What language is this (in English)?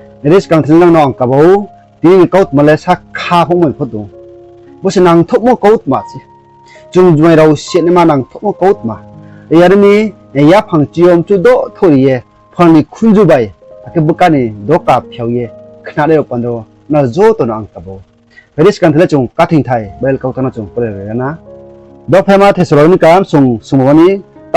Riang (India)